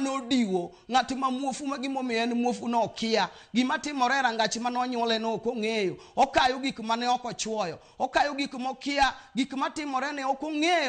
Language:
Luo (Kenya and Tanzania)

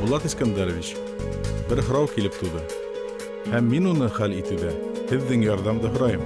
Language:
Bashkir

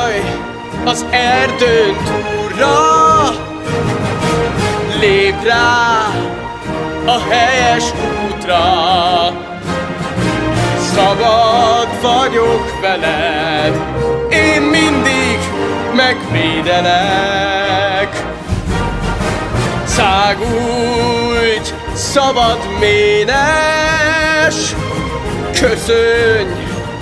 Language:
Hungarian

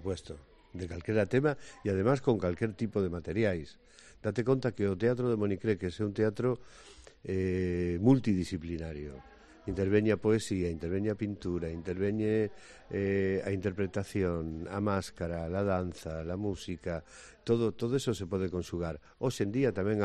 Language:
Galician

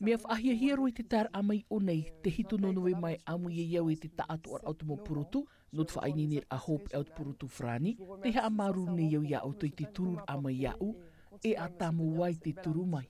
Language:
Tahitian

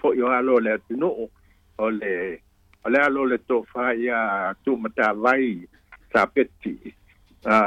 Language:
Samoan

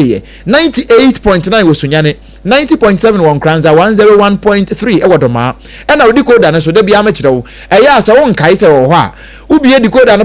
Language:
Akan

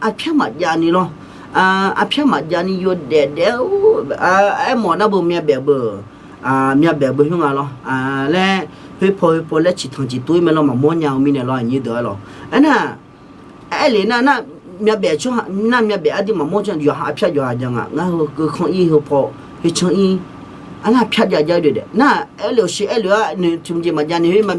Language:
Akha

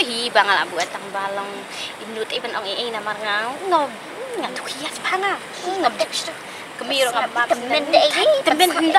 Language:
Khasi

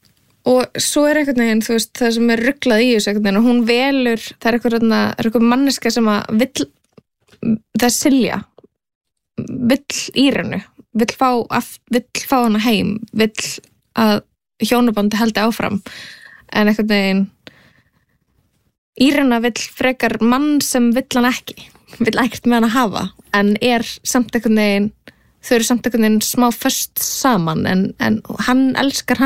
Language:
Icelandic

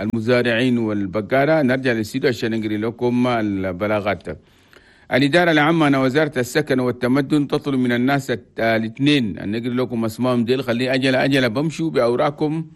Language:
Chadian Arabic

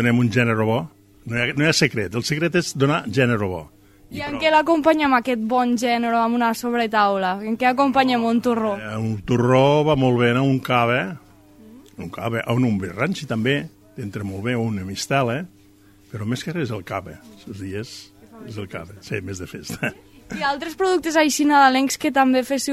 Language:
Catalan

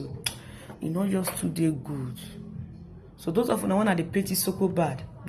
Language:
Nigerian Pidgin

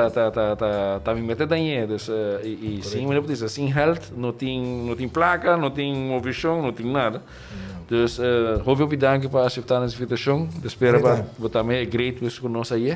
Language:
Papiamento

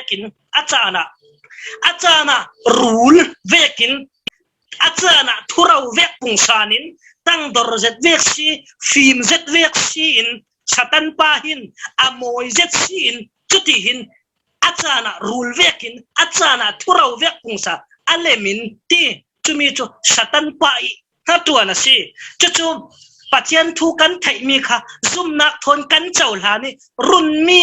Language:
Falam Chin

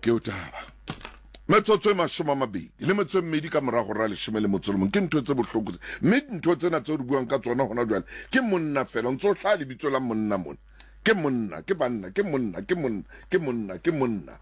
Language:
Southern Sotho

